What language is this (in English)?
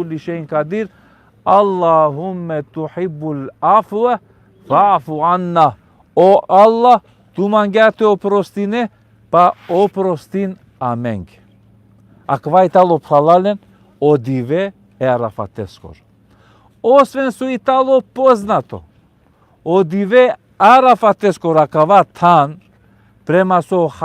Balkan Romani